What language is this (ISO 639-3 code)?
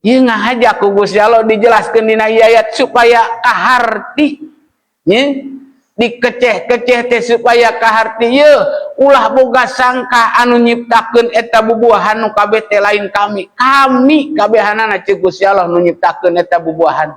sun